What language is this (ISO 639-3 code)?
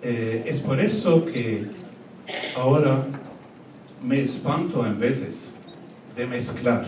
lad